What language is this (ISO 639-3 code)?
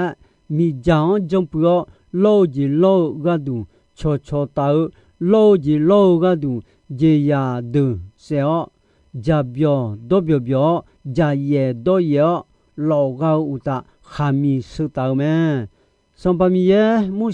ahk